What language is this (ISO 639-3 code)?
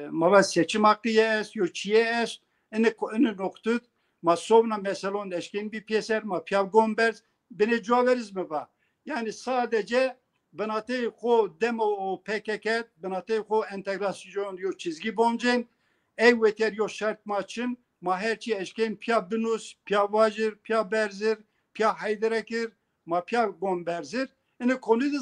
zza